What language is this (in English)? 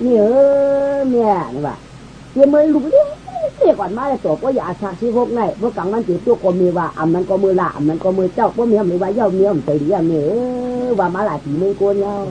Shan